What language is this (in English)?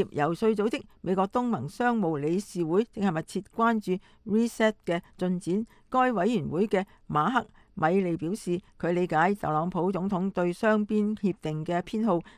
Cantonese